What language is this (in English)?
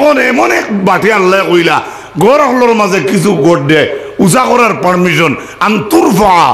Sylheti